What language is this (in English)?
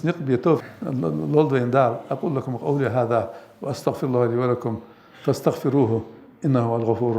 Ingush